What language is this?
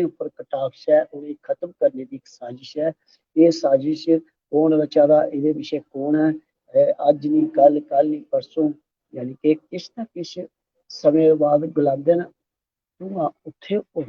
Dogri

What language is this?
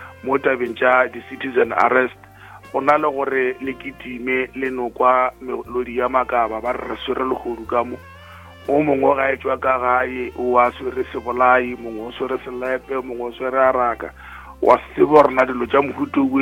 Northern Sotho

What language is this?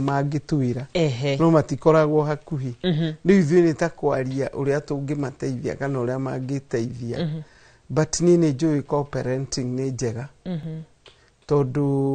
Kikuyu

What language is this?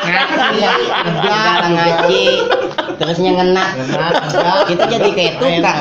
Betawi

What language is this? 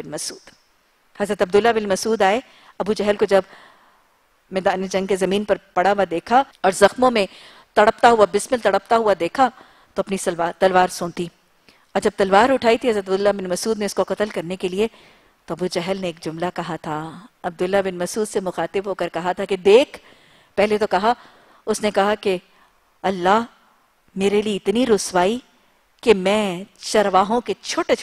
Urdu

